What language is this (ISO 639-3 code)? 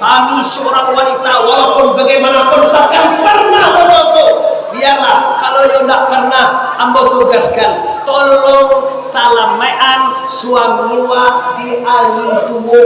min